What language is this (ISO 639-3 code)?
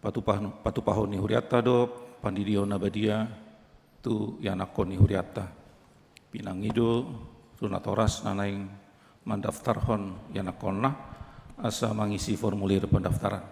bbc